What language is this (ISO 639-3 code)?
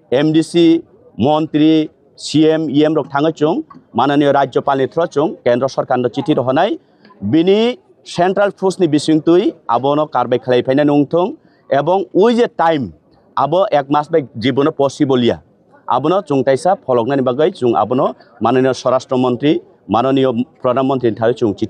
trp